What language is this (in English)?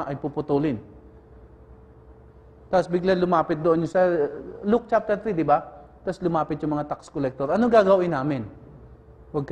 Filipino